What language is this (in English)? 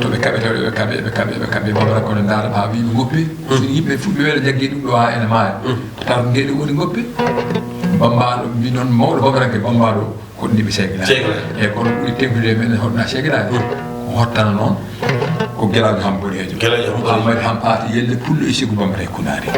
Fula